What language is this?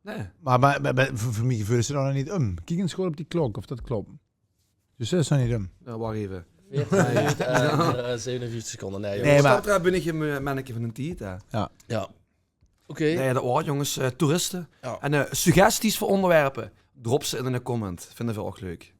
Limburgish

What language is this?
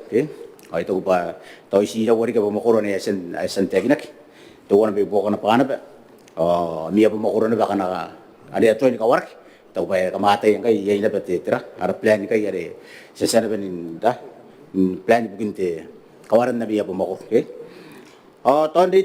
Gilbertese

